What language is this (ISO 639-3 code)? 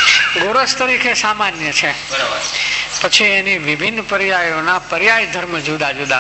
guj